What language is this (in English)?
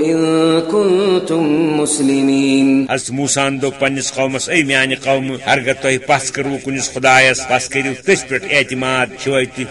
Kashmiri